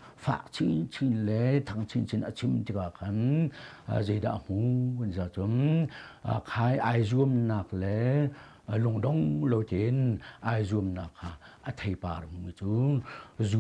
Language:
Hakha Chin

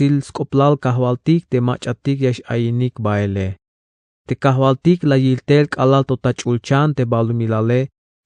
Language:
Tzeltal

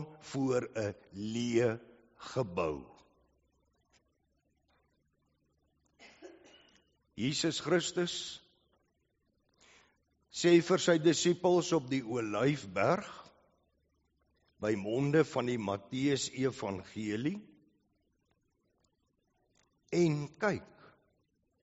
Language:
Afrikaans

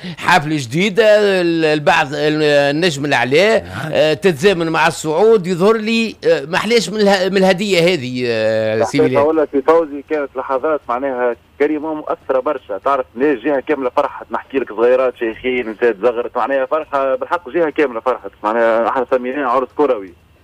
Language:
Tunisian Arabic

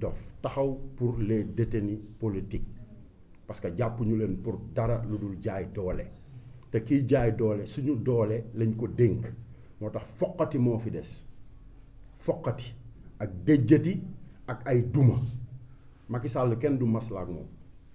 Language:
Wolof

